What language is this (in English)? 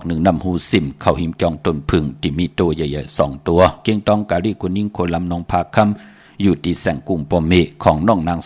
Shan